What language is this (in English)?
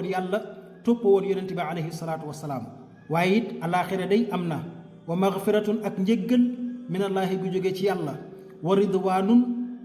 Wolof